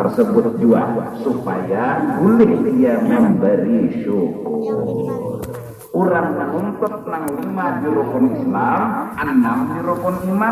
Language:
Banjar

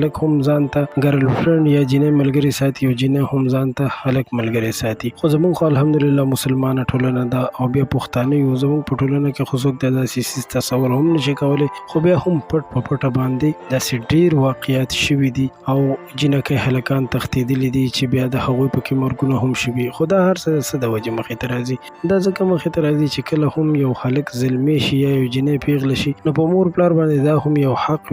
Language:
Pashto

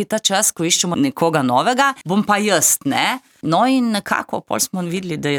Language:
Slovenian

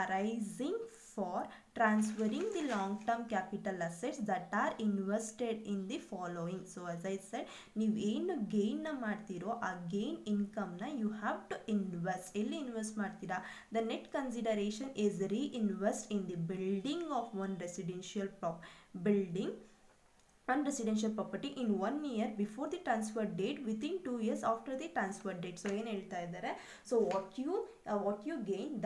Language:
Kannada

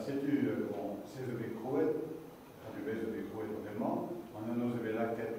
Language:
Breton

